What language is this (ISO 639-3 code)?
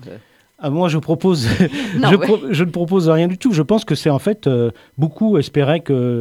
fra